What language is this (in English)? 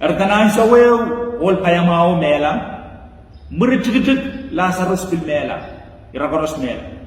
Pohnpeian